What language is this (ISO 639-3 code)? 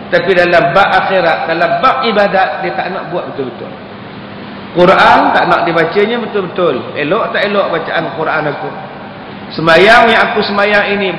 msa